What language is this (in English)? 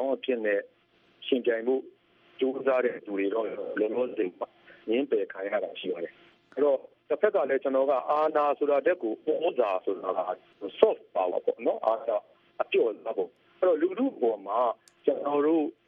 Burmese